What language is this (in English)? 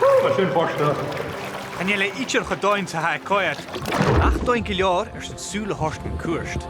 Scottish Gaelic